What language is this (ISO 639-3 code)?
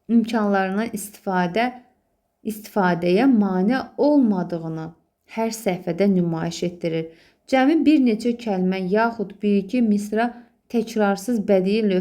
aze